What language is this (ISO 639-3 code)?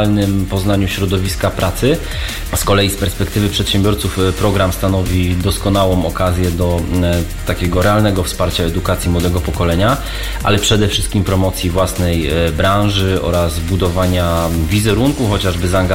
pol